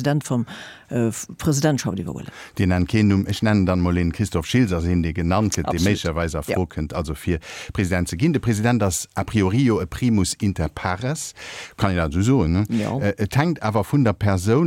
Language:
Luxembourgish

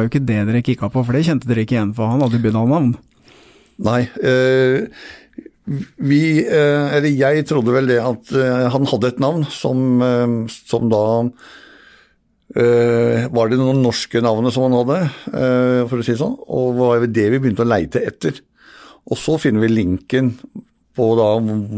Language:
Norwegian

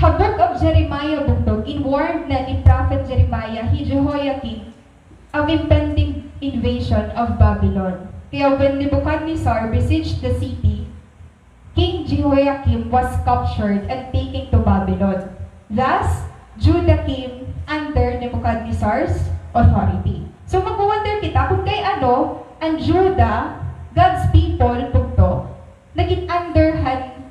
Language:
Waray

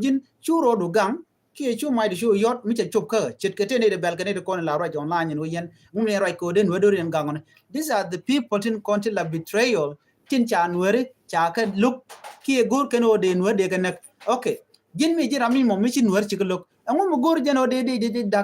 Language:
Nuer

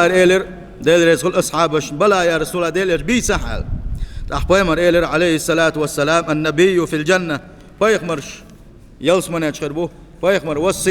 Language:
Chechen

